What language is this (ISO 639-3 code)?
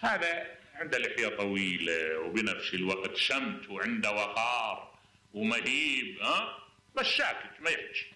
acm